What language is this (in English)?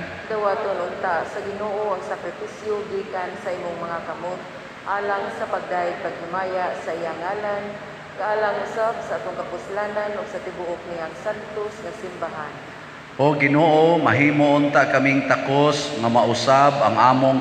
Cebuano